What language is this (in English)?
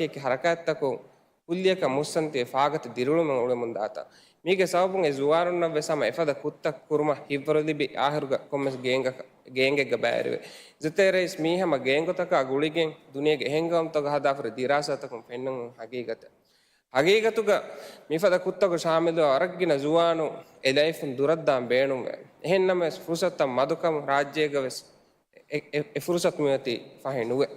Divehi